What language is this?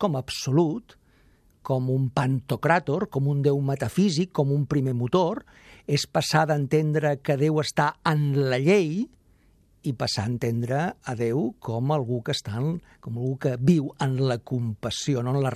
Catalan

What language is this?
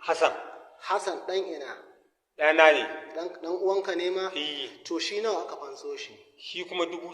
Hausa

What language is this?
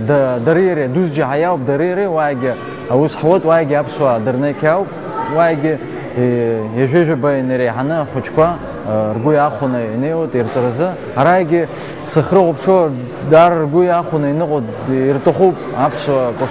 Abkhazian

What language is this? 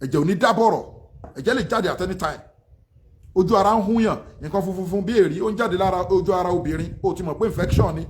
Yoruba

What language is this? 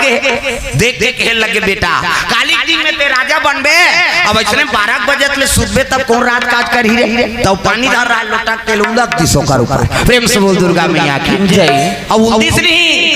Chhattisgarhi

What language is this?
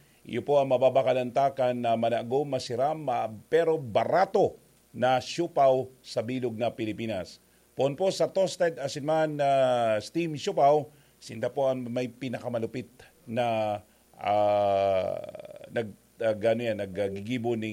Bikol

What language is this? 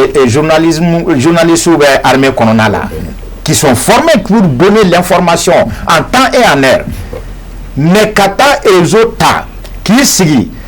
Bambara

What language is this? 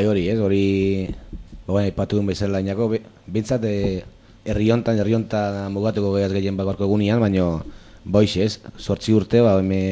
Basque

